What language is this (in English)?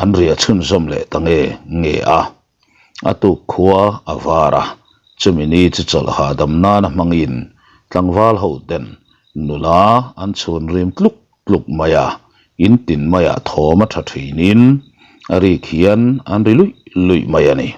Mizo